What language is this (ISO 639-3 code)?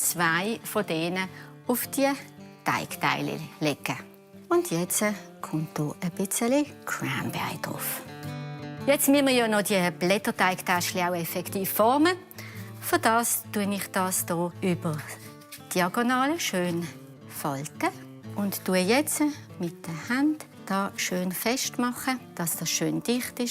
gsw